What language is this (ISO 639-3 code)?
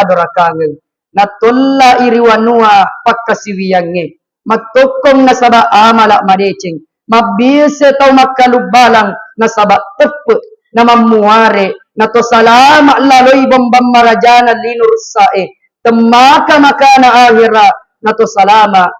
bug